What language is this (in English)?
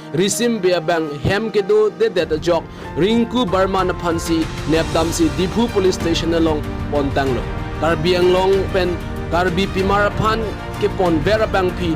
Karbi